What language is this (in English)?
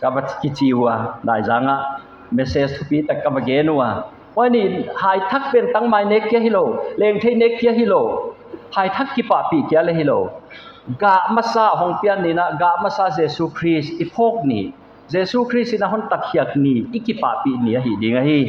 Paite Chin